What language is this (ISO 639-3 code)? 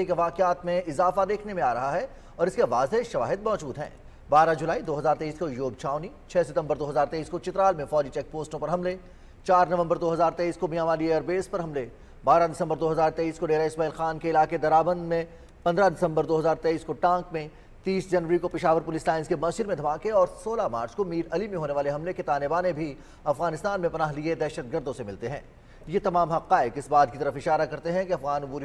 urd